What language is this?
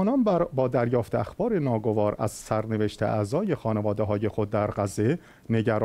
Persian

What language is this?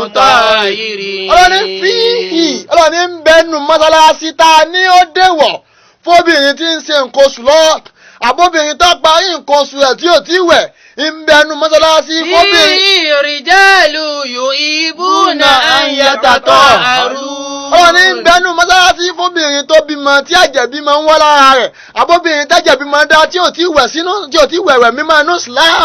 Yoruba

